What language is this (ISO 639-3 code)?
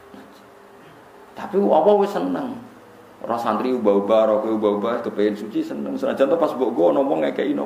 jav